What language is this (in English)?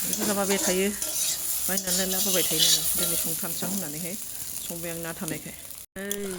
Bodo